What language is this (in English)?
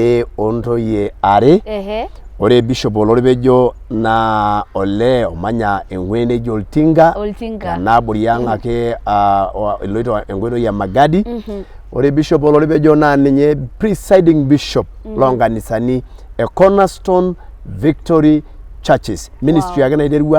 Masai